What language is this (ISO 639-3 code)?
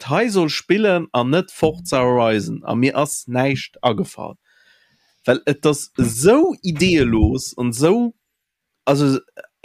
ltz